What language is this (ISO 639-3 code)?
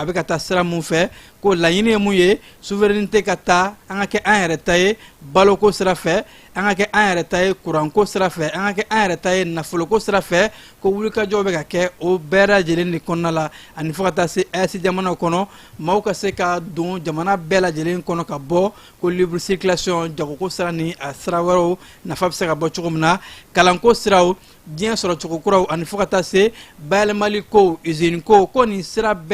bam